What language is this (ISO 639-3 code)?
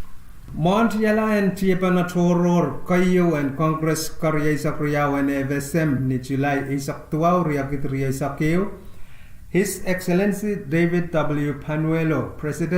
pon